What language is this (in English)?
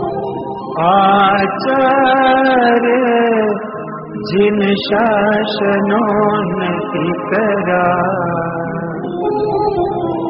Gujarati